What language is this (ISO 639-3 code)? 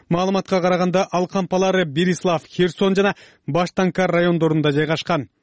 kir